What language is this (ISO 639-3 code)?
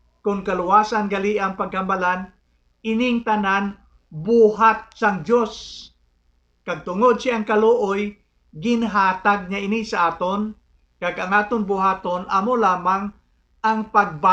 hil